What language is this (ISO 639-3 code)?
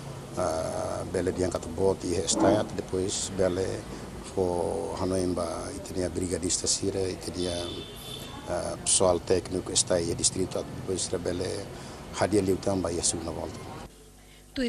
tet